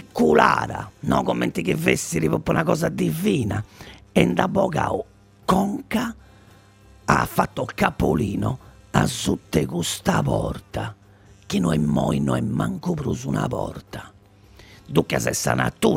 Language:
Italian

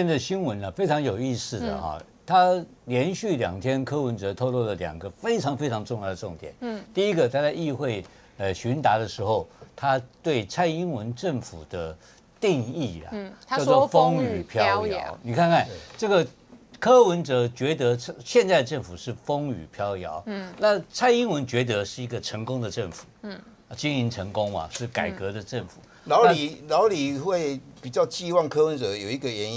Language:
Chinese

